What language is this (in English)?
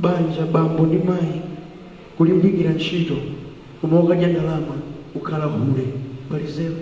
Nyanja